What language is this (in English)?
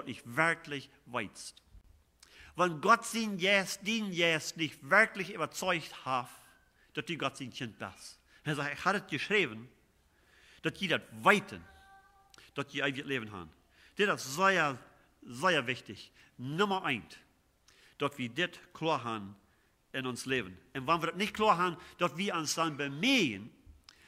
Plautdietsch